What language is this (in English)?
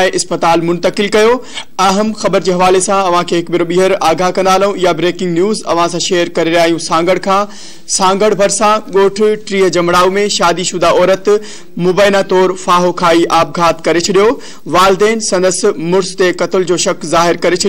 Sindhi